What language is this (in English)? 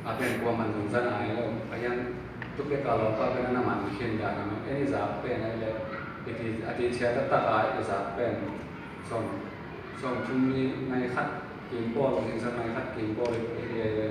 Tedim Chin